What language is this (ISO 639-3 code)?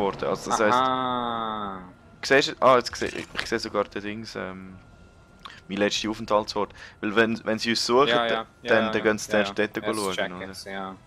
gsw